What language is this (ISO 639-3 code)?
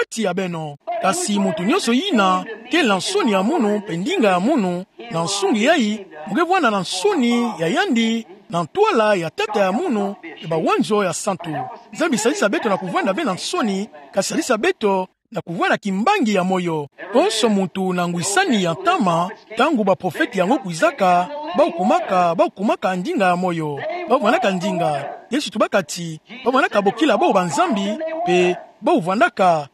ktu